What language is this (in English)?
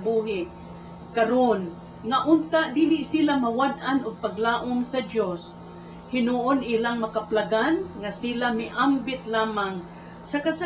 Cebuano